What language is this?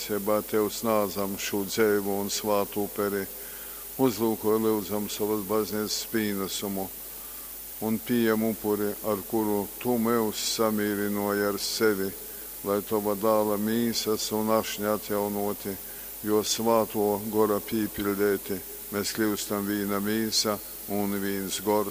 Latgalian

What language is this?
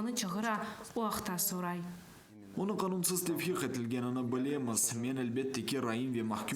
Crimean Tatar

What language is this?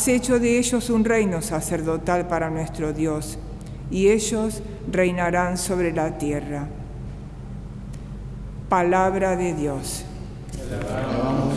Spanish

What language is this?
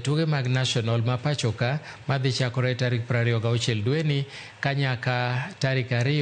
Luo (Kenya and Tanzania)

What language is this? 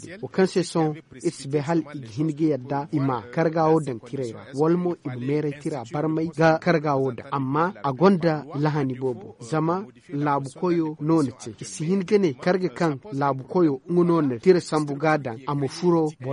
Zarma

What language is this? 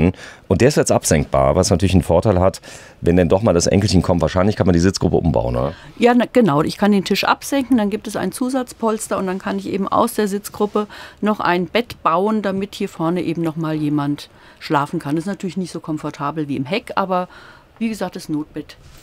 German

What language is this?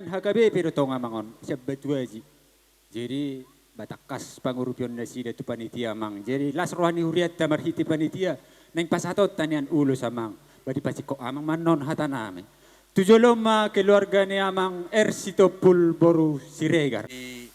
Batak Toba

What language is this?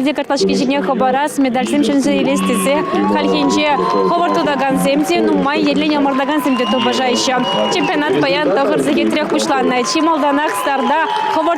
Chuvash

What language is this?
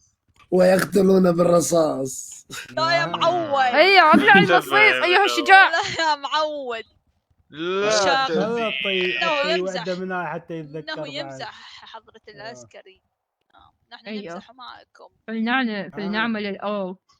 Mesopotamian Arabic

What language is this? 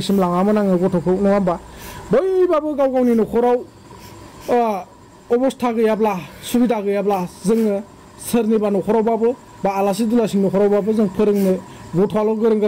Bodo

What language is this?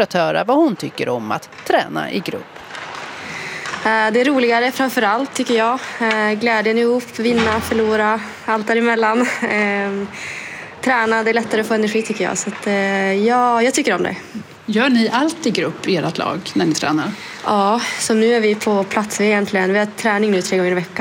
Swedish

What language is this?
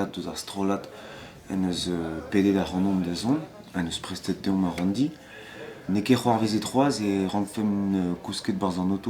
Breton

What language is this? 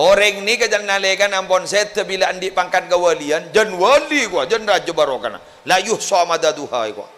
Madurese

